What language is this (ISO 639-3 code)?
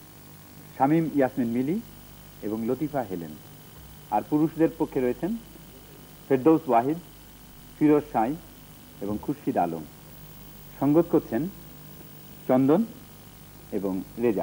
ben